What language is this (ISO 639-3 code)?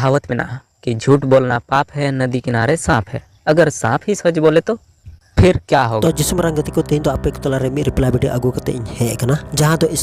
sat